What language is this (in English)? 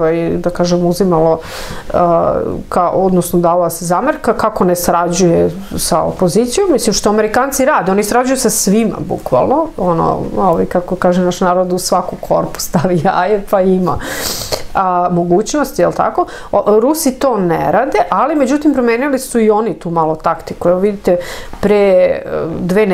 Serbian